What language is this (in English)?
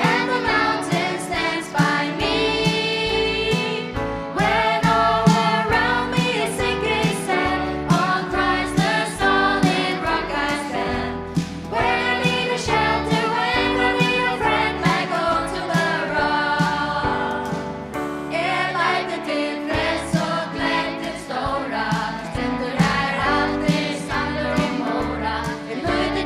Faroese